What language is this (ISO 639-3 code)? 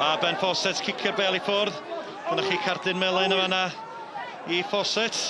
cym